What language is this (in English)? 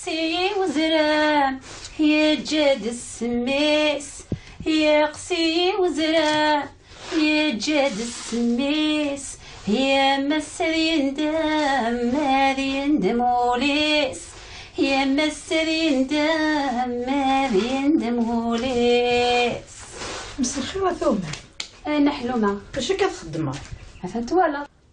Kabyle